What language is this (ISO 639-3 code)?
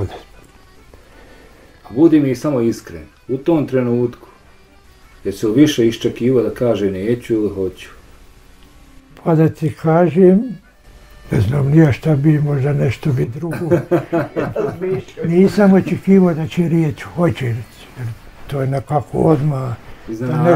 bos